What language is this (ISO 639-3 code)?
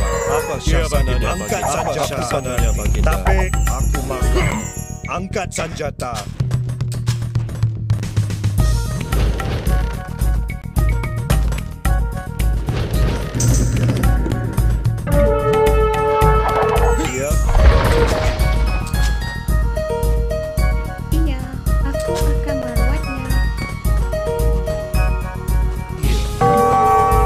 msa